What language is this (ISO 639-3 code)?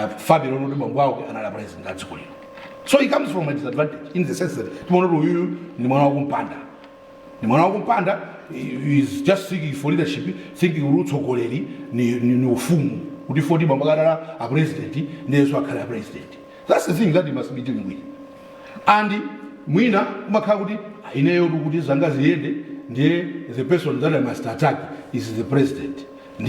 nya